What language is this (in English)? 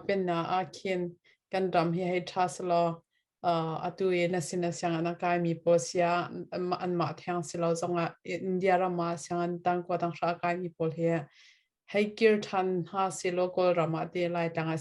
Hakha Chin